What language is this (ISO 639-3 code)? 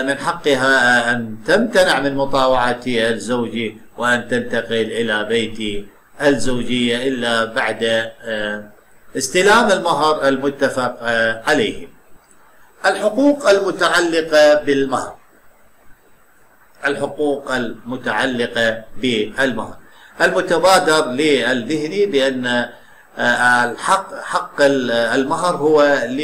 ara